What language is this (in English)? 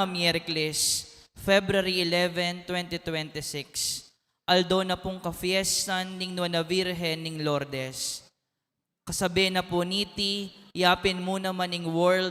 Pampanga